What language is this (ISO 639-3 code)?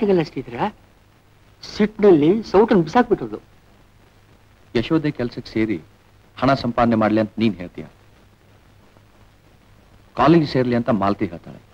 kan